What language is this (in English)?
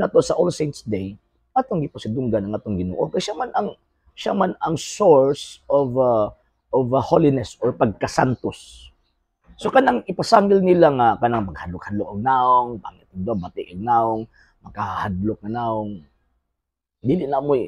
Cebuano